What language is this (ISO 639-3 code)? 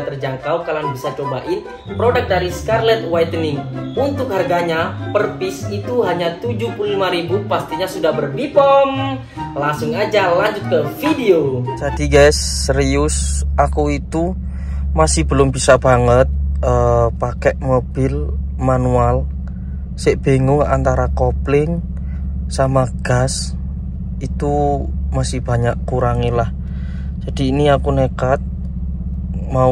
ind